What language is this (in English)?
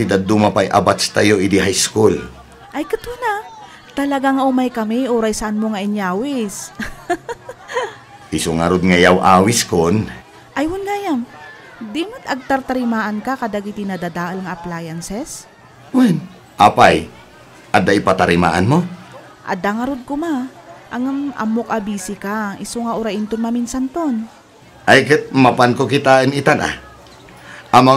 Iloko